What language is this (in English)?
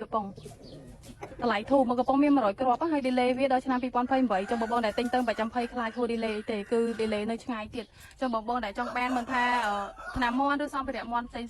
Khmer